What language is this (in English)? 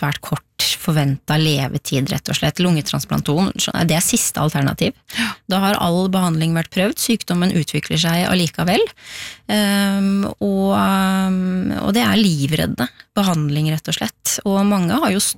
Norwegian